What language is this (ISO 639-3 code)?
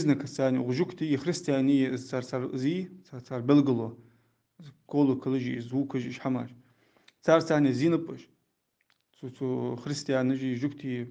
inh